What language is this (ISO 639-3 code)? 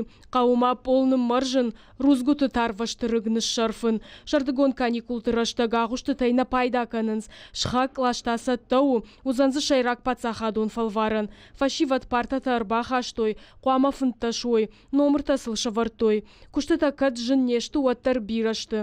oss